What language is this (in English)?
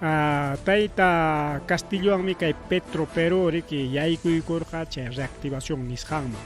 Ayacucho Quechua